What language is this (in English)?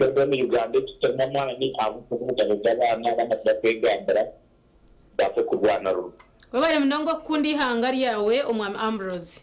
Nyankole